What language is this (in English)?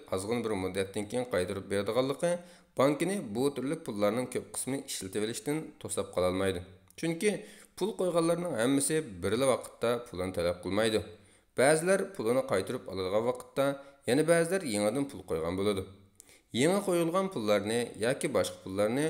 Uyghur